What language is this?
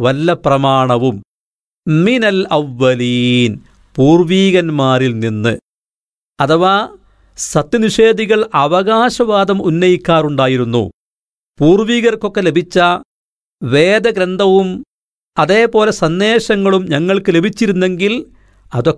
Malayalam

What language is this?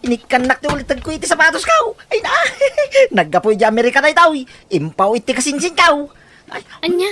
Iloko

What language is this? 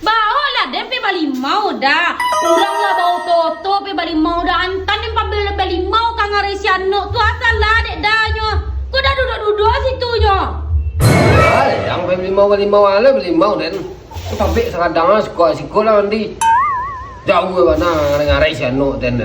Minangkabau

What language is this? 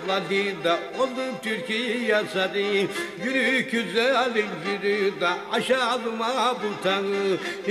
Turkish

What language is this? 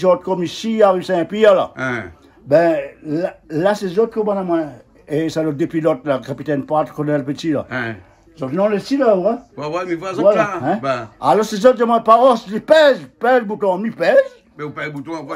Réunion Creole French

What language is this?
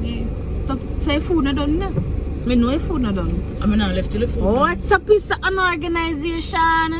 Jamaican Creole English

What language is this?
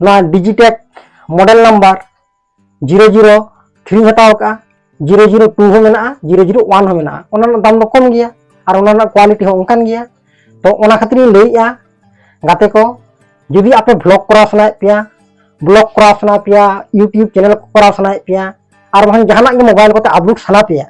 Santali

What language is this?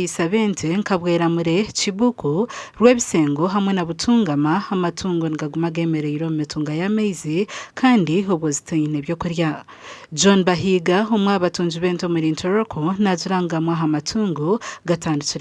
Nyankole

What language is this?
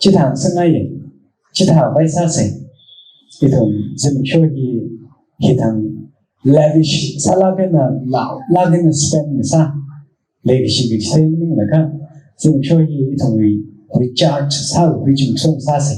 Tangkhul Naga (India)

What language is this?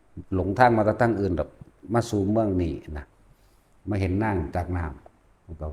Lao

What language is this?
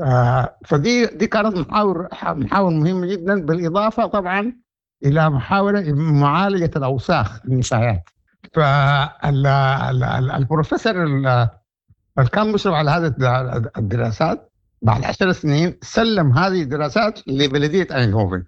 Sudanese Arabic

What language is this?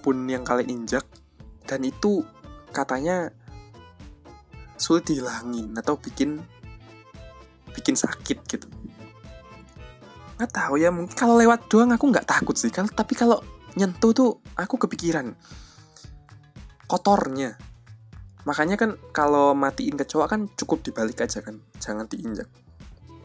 Indonesian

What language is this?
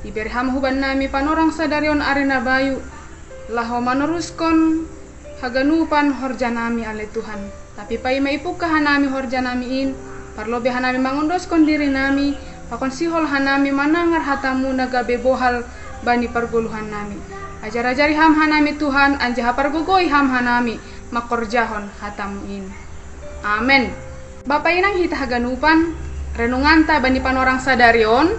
Batak Simalungun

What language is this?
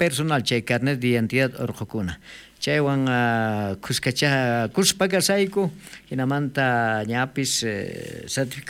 South Bolivian Quechua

